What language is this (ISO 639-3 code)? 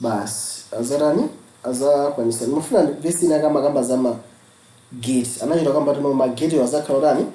nya